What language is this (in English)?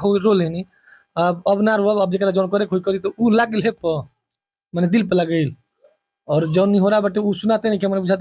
Bhojpuri